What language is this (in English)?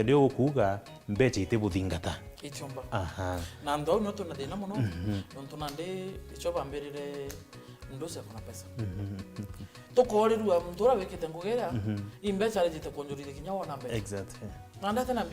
Meru